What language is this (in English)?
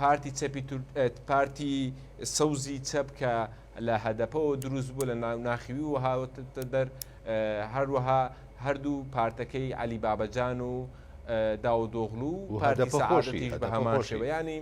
Central Kurdish